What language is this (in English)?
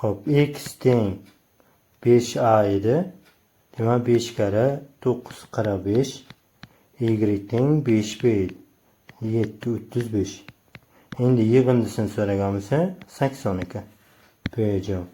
Uzbek